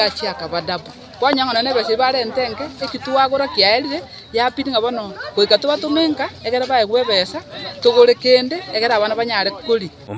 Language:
Gusii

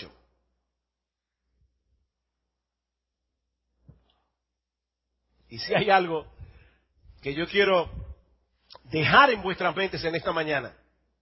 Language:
Spanish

